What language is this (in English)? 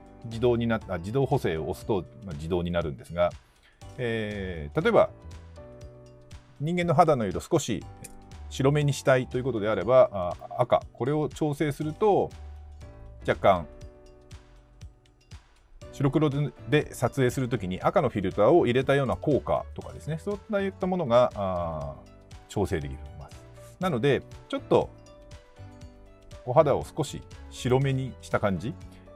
Japanese